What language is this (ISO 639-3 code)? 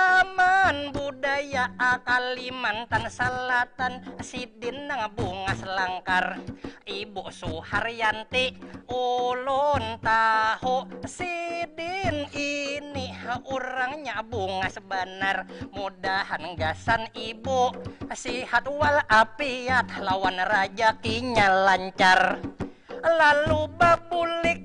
bjn